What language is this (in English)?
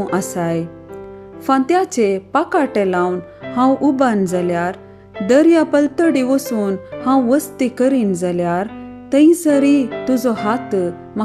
Konkani